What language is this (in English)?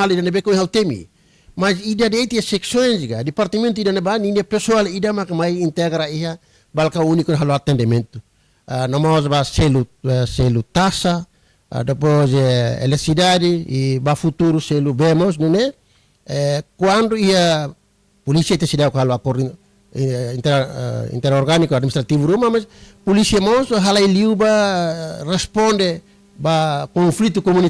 Tetum